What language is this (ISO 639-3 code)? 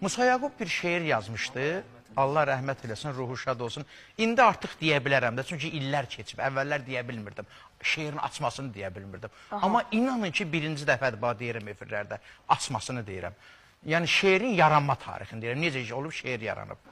aze